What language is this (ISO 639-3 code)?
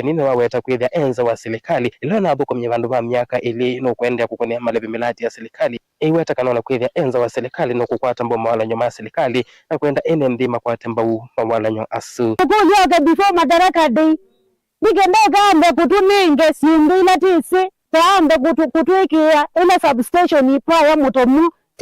kam